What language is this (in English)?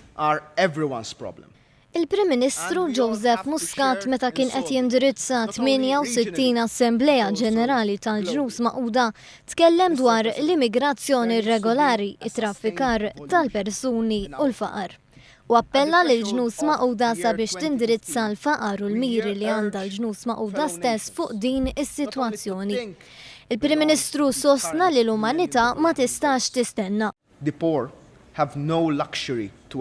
Maltese